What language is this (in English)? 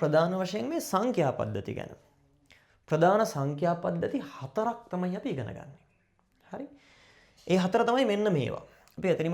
Sinhala